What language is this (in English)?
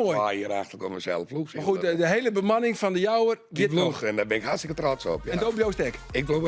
Western Frisian